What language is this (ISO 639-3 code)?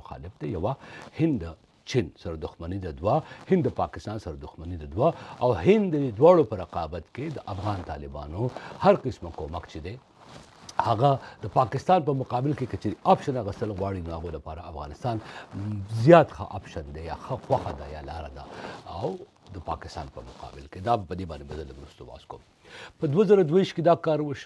pus